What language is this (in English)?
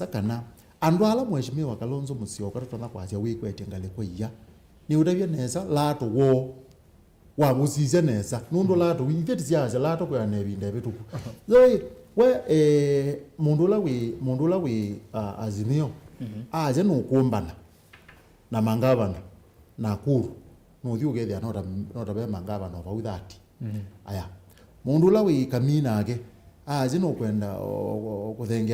Kamba